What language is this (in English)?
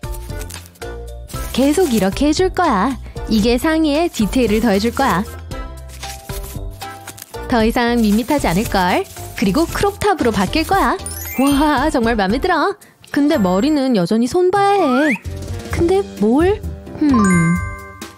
Korean